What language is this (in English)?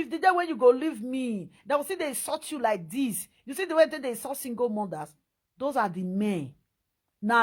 Nigerian Pidgin